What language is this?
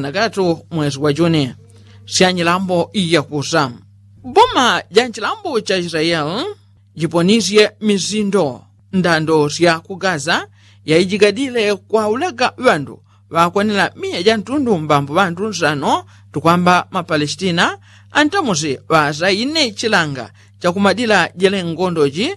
Yao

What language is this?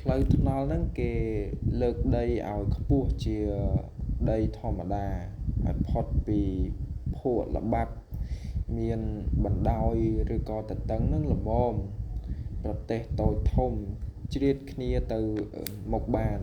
Khmer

